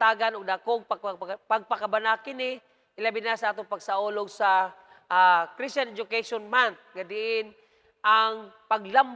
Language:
Cebuano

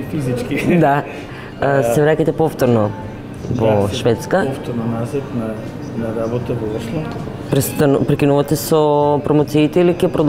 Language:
Macedonian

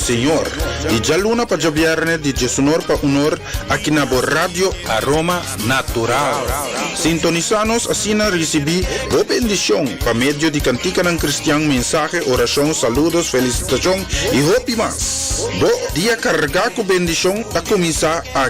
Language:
Papiamento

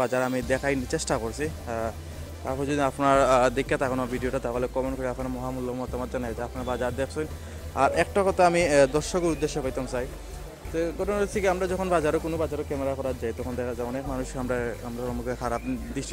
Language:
Sylheti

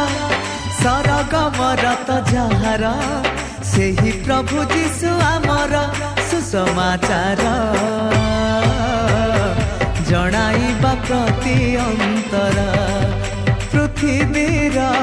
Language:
Odia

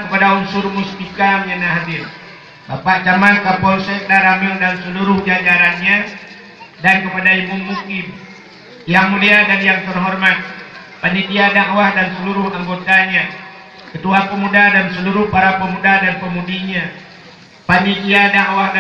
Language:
Achinese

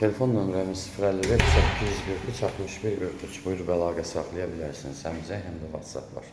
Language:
Azerbaijani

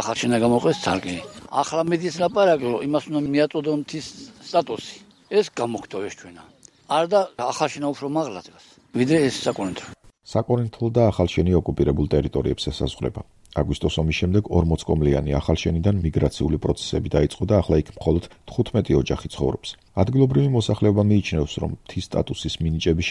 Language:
Georgian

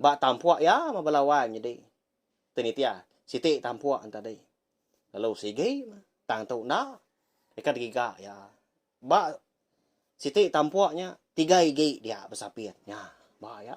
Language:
Iban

